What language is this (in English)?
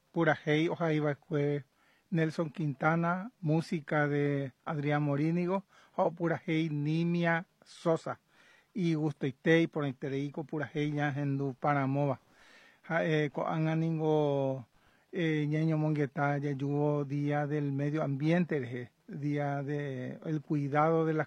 Guarani